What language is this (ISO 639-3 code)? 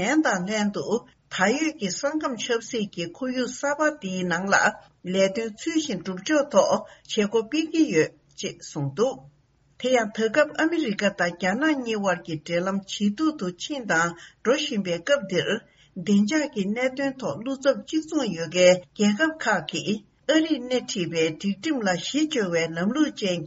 bod